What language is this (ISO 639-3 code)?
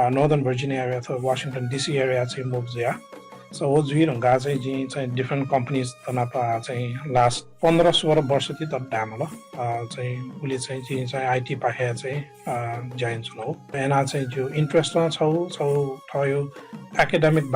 new